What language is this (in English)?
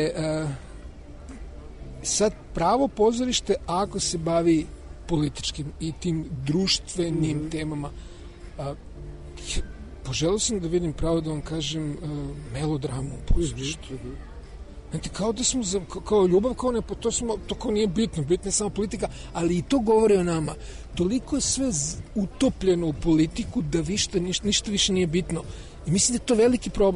Serbian